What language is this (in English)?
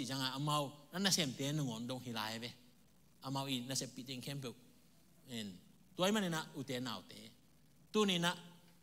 Tedim Chin